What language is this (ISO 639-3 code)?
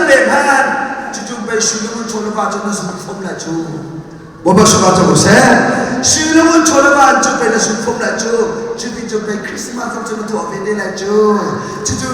cnh